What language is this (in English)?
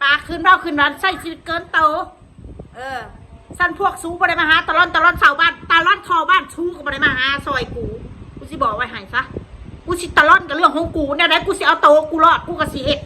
Northeastern Thai